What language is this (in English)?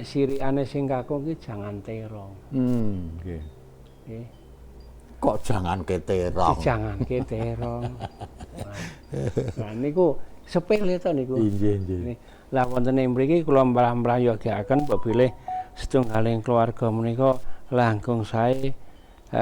Javanese